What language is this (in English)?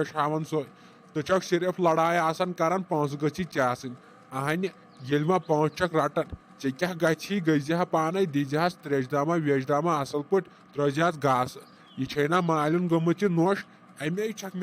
Kashmiri